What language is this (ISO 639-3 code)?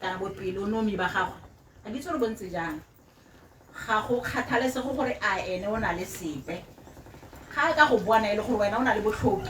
tsn